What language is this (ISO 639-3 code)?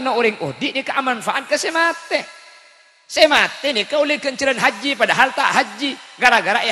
mad